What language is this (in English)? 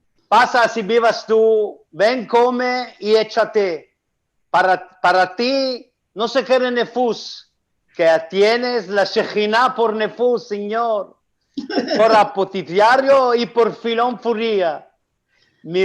Ladino